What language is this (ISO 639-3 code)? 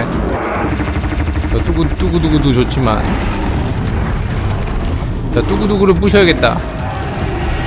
kor